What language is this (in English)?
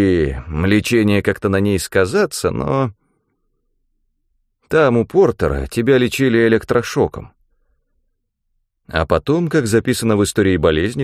Russian